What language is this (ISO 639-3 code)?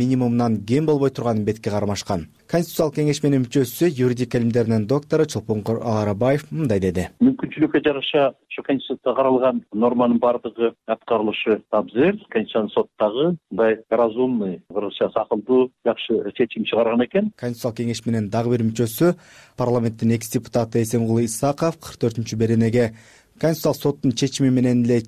kir